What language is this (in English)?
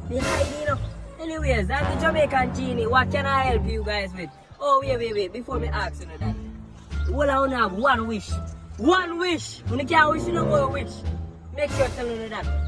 Jamaican Creole English